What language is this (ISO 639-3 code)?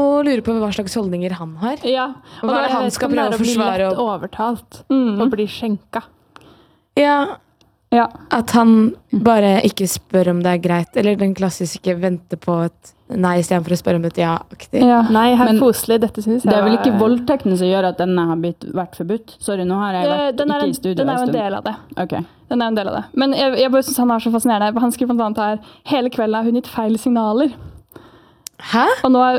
nor